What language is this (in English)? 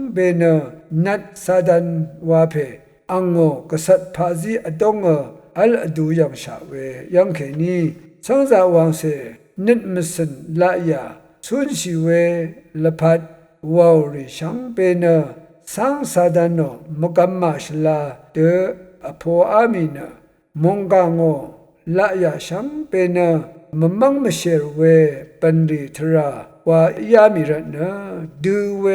Rawang